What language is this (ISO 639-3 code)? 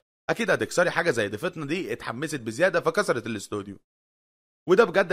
arz